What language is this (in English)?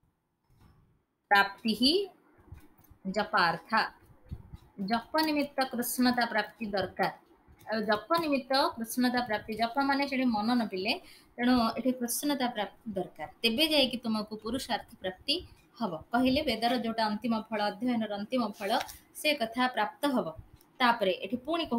Odia